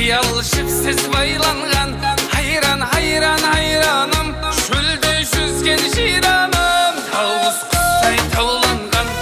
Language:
Kara-Kalpak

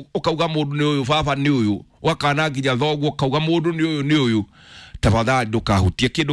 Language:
Kikuyu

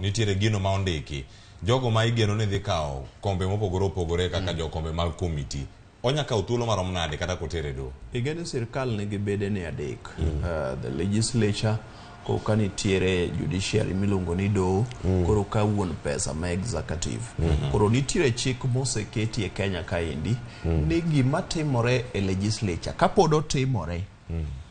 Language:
Luo (Kenya and Tanzania)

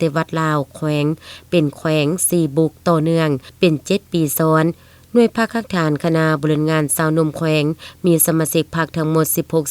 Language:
Lao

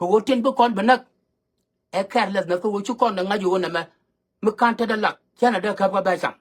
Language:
Nuer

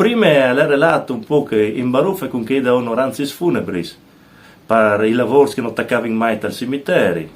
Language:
Friulian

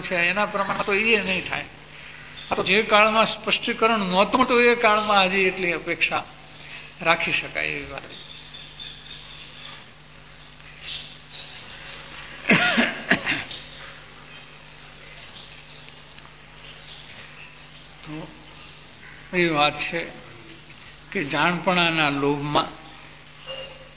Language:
Gujarati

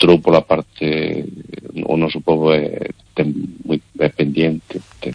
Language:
Galician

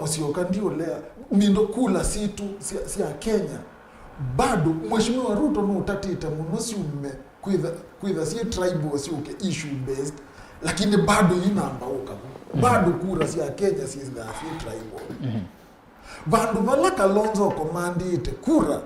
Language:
Kamba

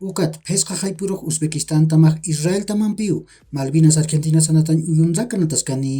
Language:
Aymara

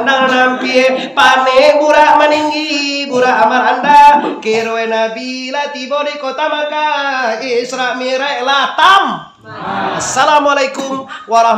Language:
Minangkabau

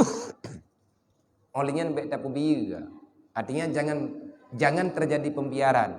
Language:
Achinese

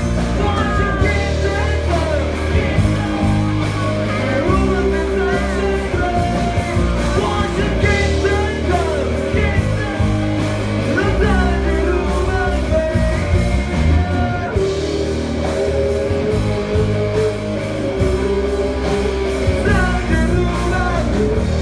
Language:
Thai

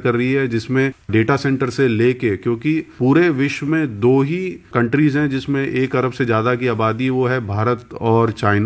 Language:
Hindi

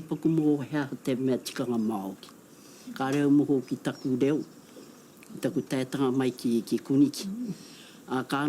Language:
Māori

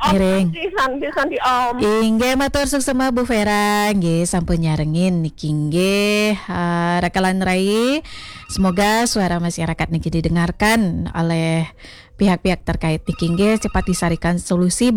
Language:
Balinese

